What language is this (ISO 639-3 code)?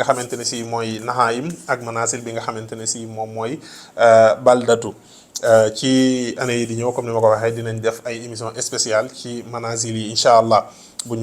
wol